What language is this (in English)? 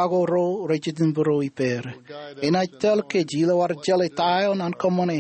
Marshallese